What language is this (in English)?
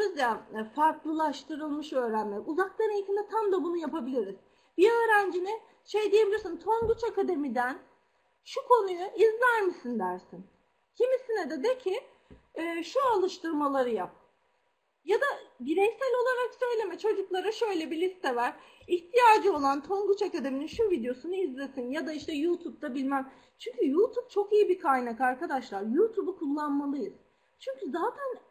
Turkish